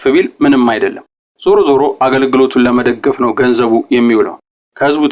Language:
Amharic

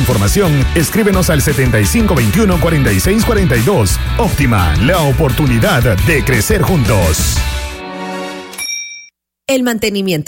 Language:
Spanish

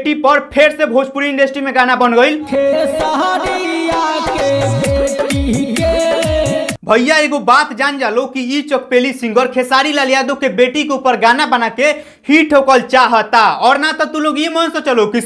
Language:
Bhojpuri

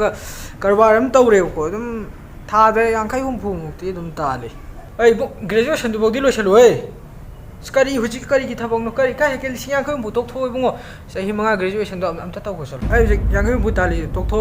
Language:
Manipuri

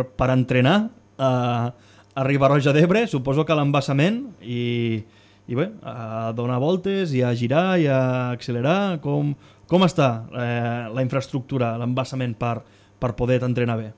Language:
Catalan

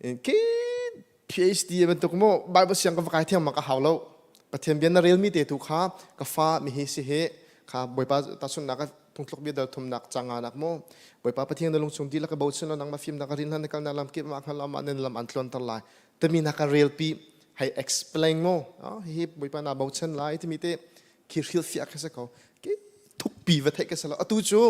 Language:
Hakha Chin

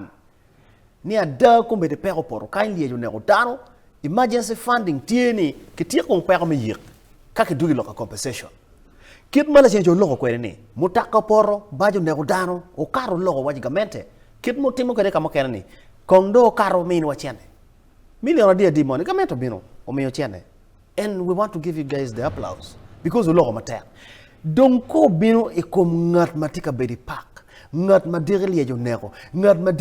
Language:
Acoli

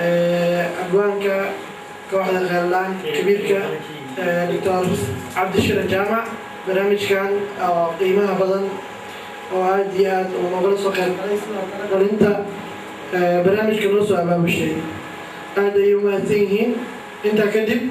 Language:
Somali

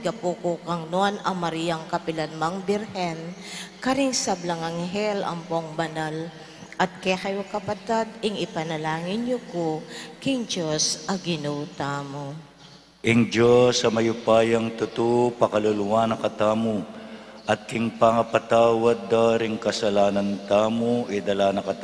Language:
Pampanga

